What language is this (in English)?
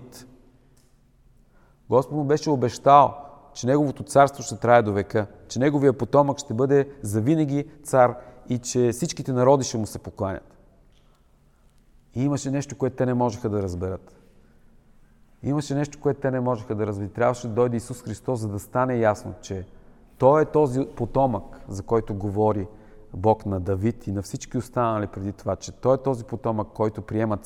Bulgarian